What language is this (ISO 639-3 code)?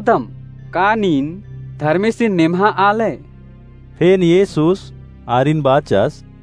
kru